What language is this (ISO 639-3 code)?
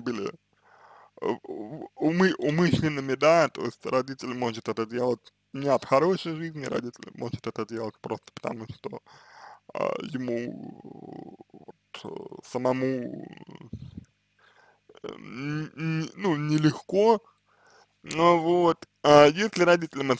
rus